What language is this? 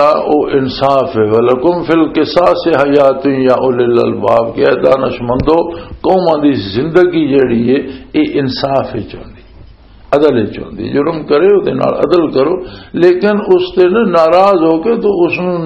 Western Panjabi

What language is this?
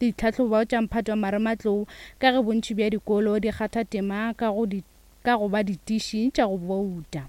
Northern Sotho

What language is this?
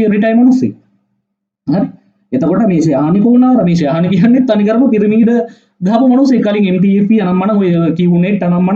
Sinhala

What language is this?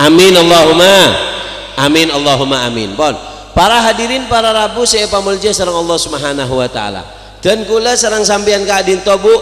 Madurese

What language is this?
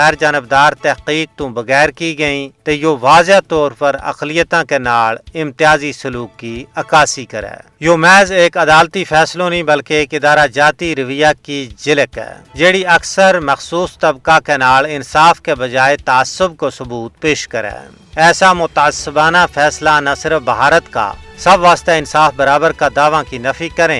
Gujari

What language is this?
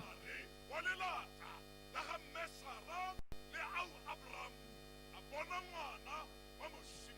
Tswana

